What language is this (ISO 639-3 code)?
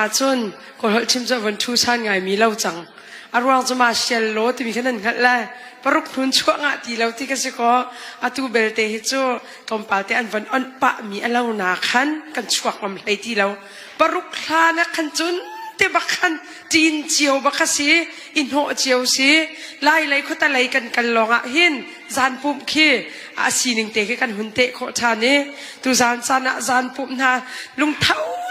cnh